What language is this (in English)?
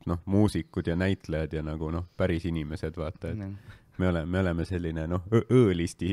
Estonian